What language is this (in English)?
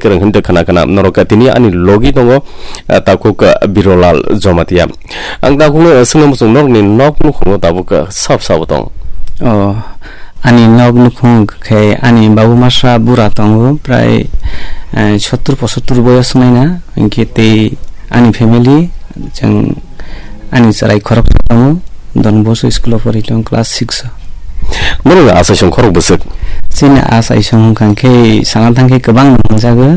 Kok Borok